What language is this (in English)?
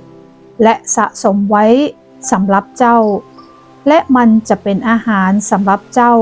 Northern Thai